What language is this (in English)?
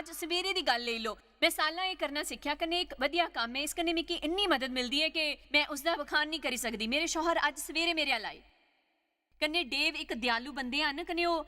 Dogri